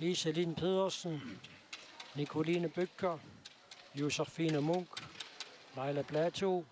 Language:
Kalaallisut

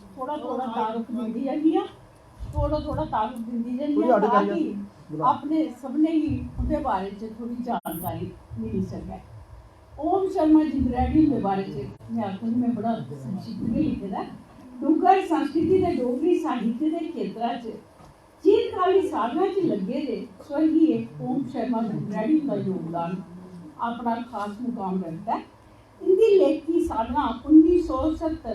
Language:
Dogri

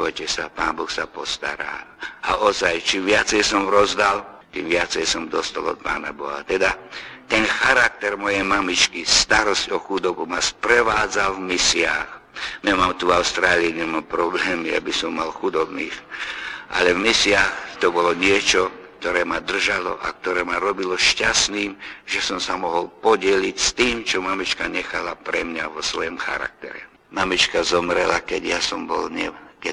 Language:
Slovak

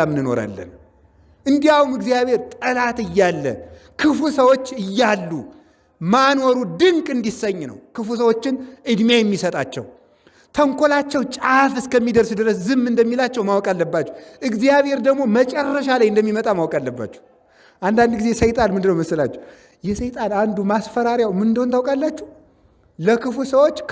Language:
Amharic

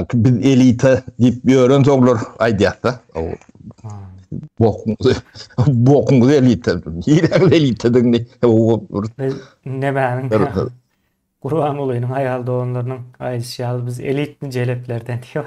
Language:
Turkmen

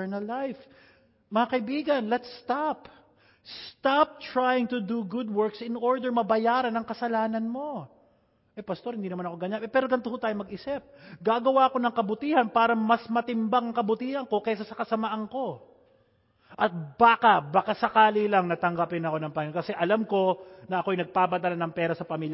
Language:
Filipino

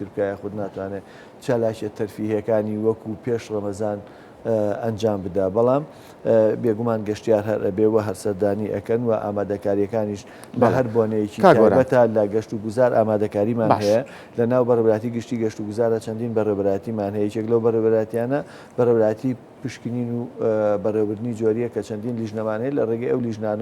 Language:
Central Kurdish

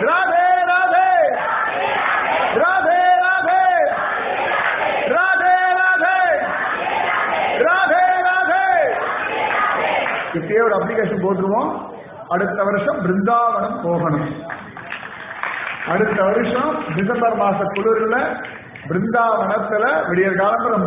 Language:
Tamil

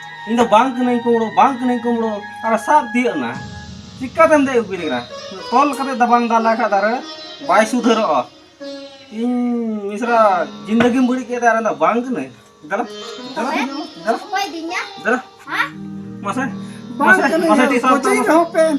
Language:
Santali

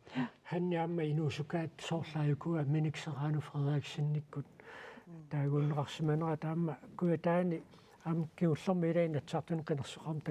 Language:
Kalaallisut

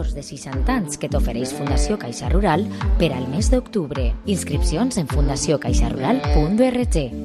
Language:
Catalan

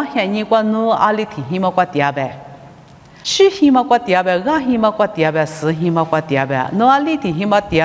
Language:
Lisu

